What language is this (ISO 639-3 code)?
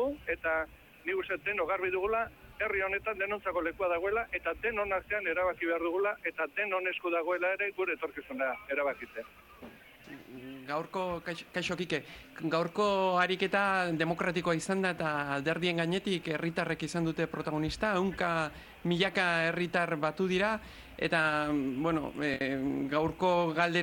eus